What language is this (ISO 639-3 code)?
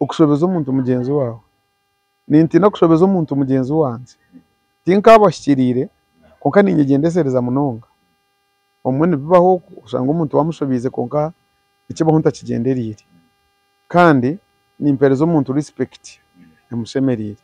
nyn